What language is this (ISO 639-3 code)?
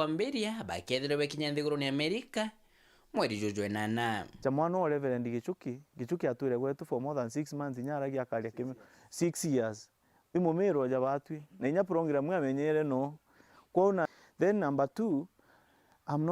mer